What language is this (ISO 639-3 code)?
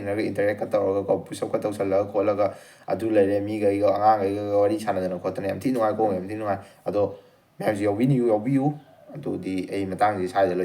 mni